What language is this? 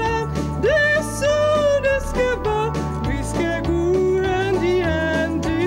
Swedish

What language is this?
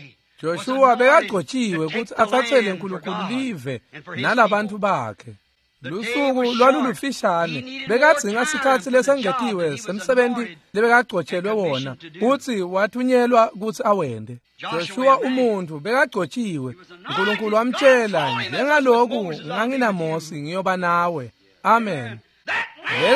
Swati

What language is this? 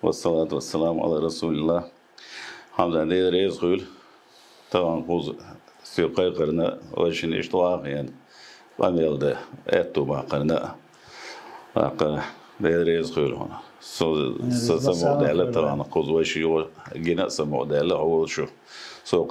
Chechen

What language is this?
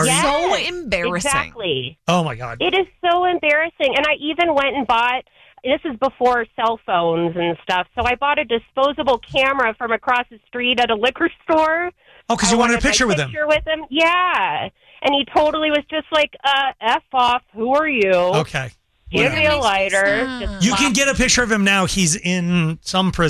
English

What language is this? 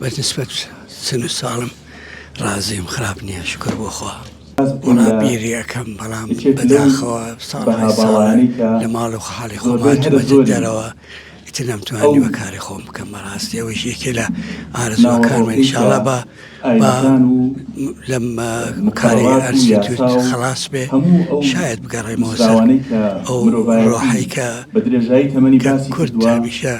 Central Kurdish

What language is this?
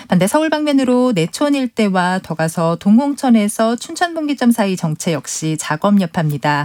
Korean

